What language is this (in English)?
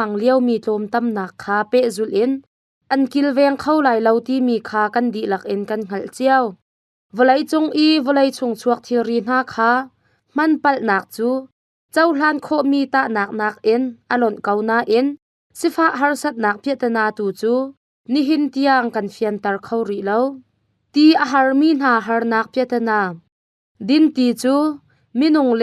Hakha Chin